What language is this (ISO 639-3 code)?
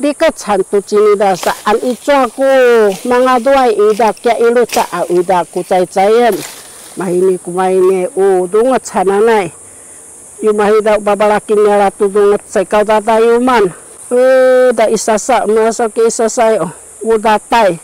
szy